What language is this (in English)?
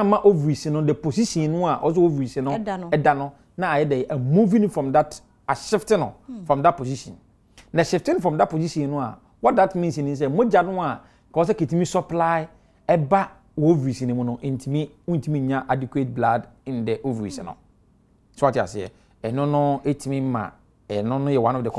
Akan